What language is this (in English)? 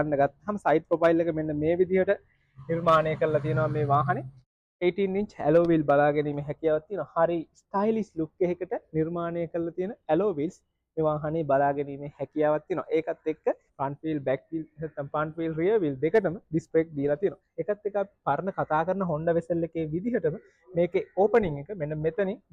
Sinhala